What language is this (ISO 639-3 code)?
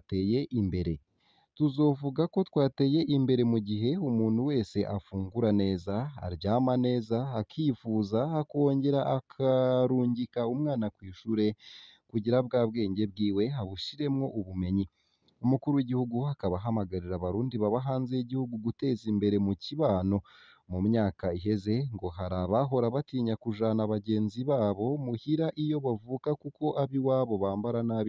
run